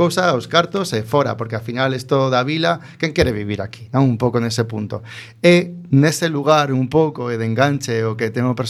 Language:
Galician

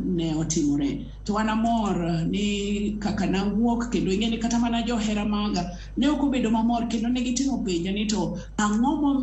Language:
Luo (Kenya and Tanzania)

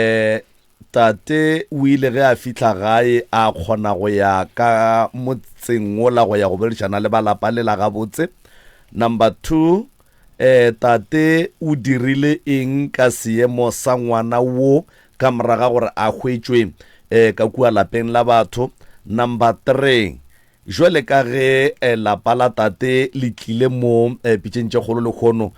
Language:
Northern Sotho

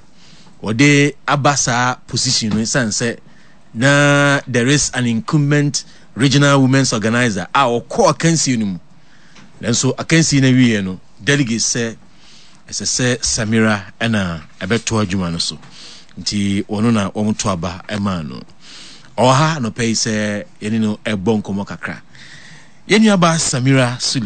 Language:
Akan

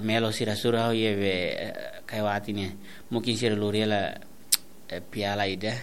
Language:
Tetum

